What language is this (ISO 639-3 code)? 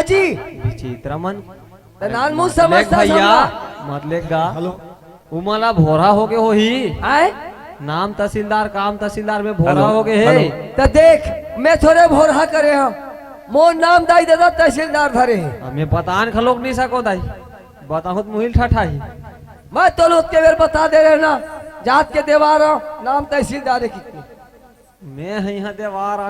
hne